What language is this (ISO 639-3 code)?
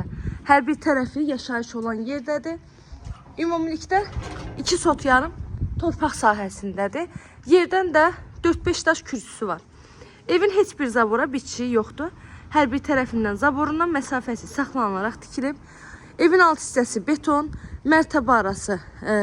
aze